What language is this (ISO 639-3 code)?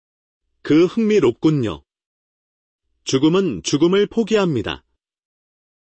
kor